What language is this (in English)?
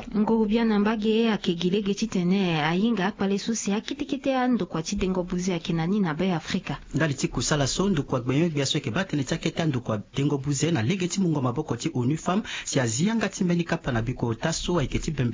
Sango